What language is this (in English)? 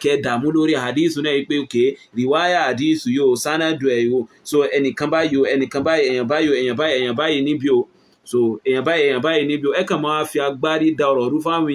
Yoruba